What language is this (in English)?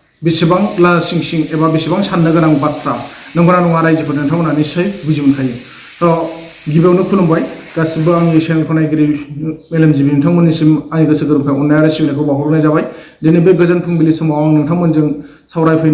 Bodo